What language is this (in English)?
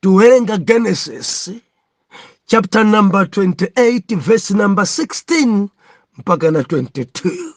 Nyanja